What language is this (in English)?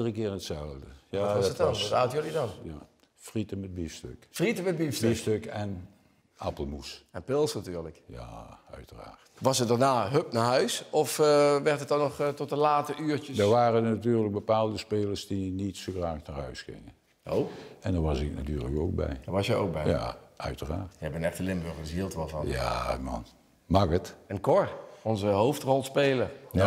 Dutch